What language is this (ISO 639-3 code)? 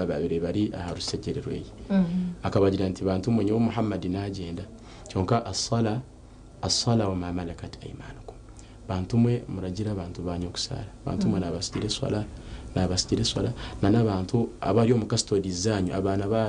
nyn